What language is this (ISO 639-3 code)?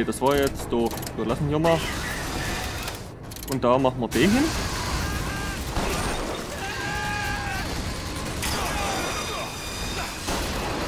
deu